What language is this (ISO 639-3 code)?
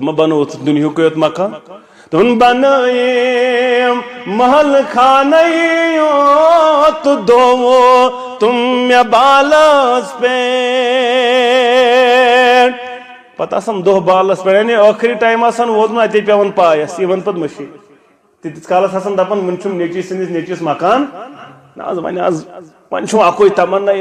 kas